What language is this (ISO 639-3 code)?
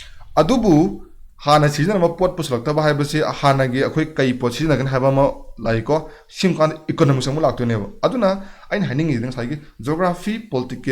mni